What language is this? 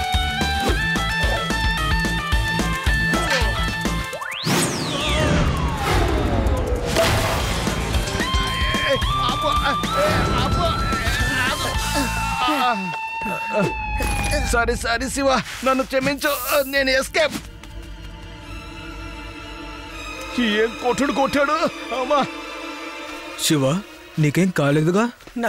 Telugu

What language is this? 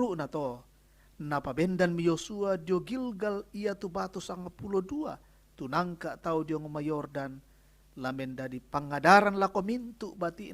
Toraja-Sa'dan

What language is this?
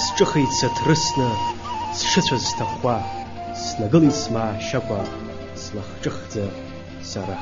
Abkhazian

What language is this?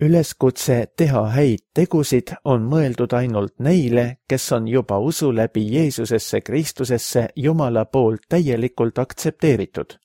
Estonian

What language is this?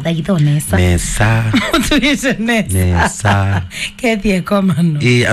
Kamba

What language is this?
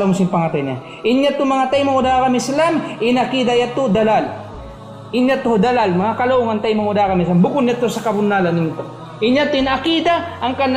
Tausug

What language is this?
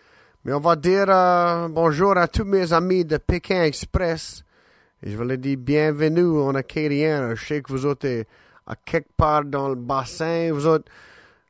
Cajun French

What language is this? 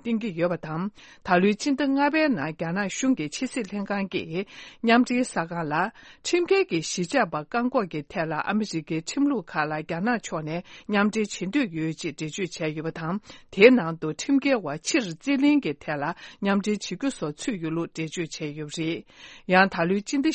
Tibetan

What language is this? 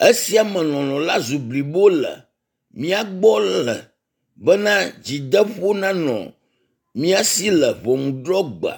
Ewe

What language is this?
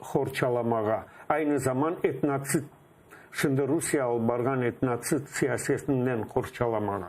Crimean Tatar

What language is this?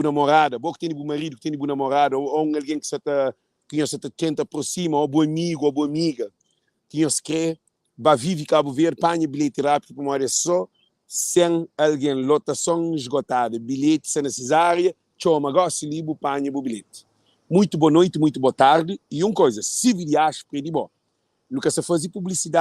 Kabuverdianu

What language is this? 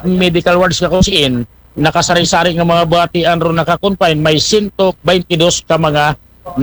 Aklanon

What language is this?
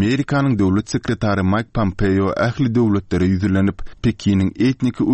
Turkmen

